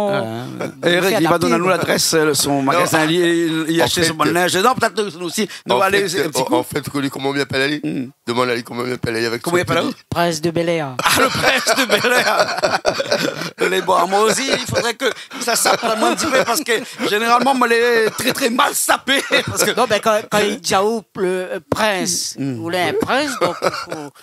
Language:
Réunion Creole French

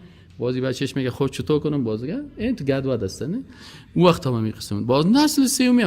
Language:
Persian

